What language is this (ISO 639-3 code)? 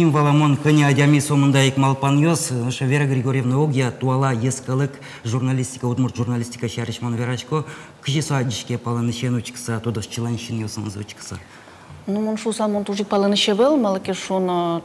udm